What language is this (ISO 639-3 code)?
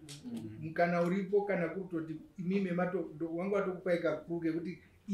sna